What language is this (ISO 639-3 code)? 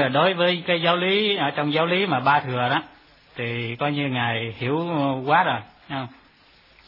vie